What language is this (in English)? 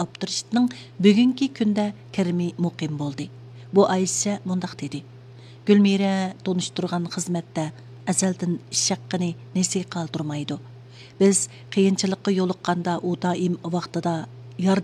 Uyghur